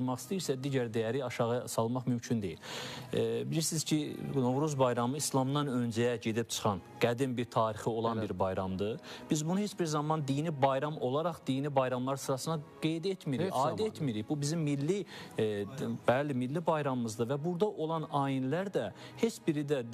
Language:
Azerbaijani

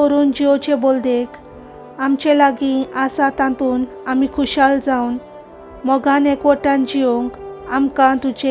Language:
Konkani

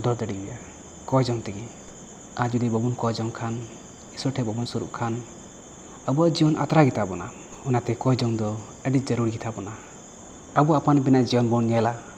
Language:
Santali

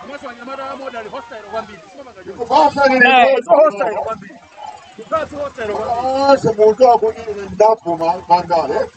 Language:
Nyanja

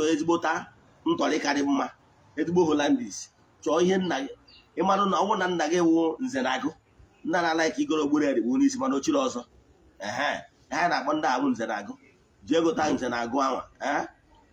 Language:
Igbo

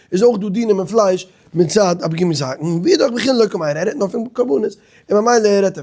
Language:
Yiddish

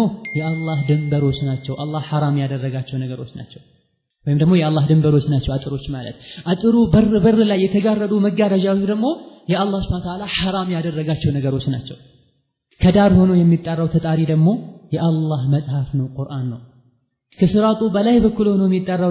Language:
Amharic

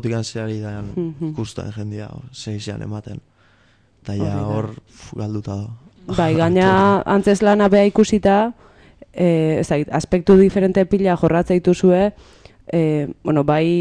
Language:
Basque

